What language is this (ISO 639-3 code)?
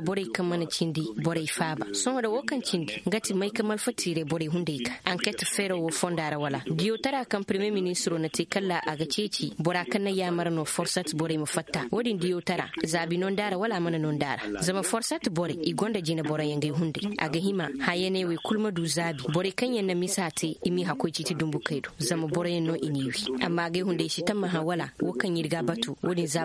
dje